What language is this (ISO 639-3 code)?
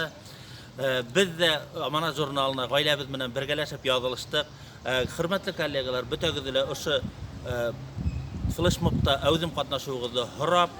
bak